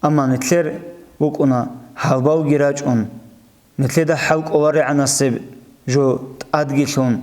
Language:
Avaric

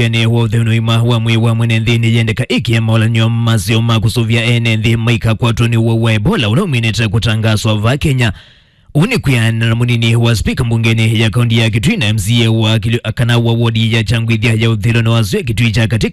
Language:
Kamba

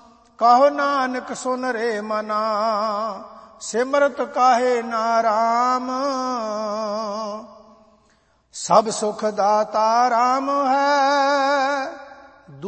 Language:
Punjabi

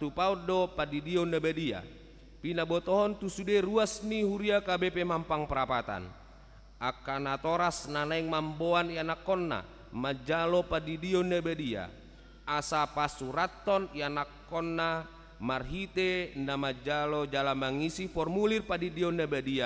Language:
Batak Toba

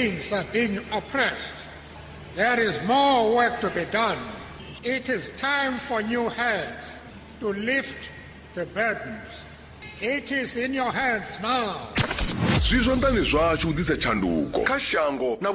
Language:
Venda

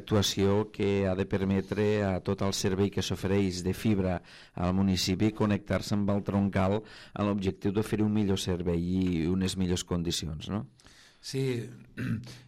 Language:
Catalan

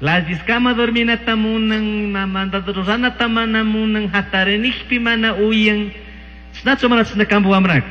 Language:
Chimborazo Highland Quichua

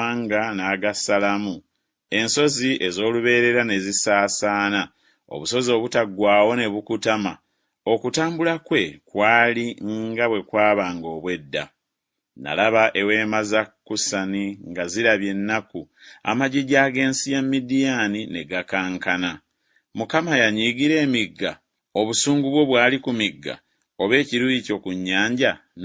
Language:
Ganda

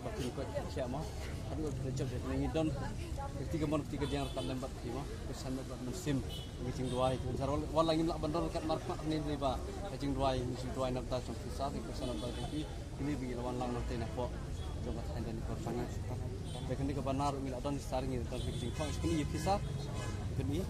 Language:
Khasi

